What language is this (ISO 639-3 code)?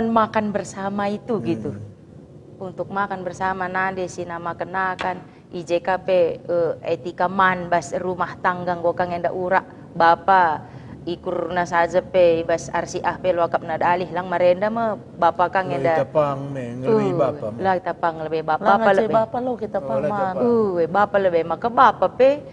btx